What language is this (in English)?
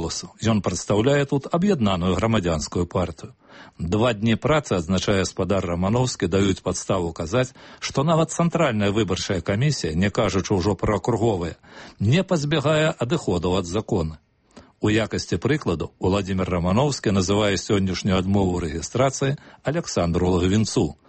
Belarusian